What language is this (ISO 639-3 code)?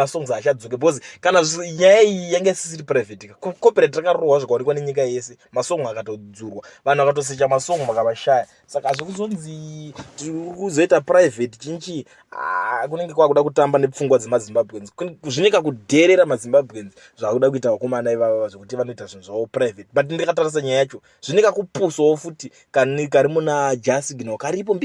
sna